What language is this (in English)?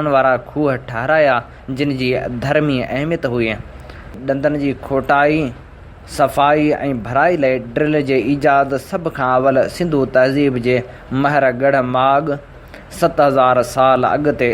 Sindhi